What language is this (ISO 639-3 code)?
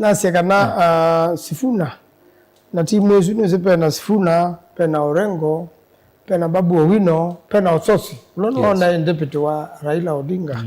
kam